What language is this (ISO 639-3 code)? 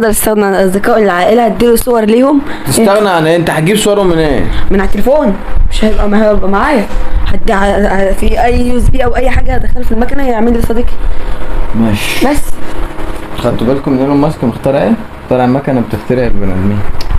arz